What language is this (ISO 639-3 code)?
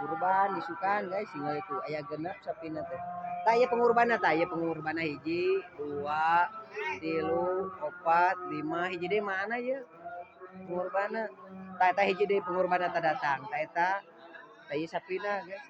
sun